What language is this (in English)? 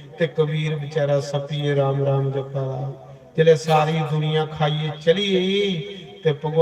Dogri